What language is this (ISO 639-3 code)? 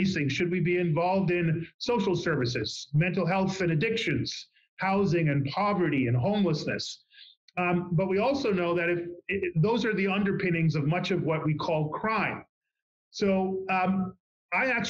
eng